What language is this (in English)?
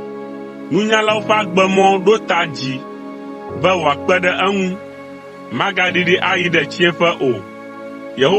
Ewe